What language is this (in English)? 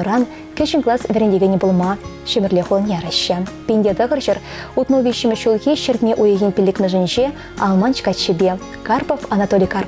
Chuvash